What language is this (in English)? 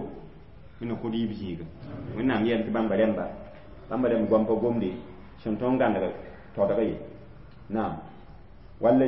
Mossi